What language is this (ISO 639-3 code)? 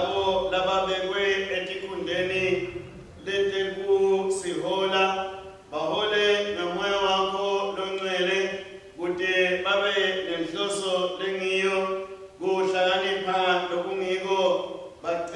ssw